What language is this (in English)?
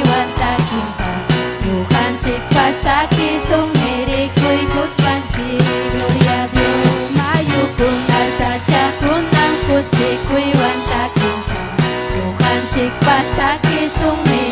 Ayacucho Quechua